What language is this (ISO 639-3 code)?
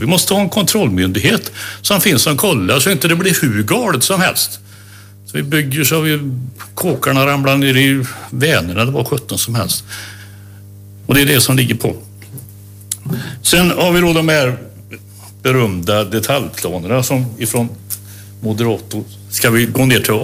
swe